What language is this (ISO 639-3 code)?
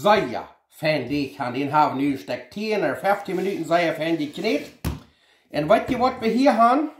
pdt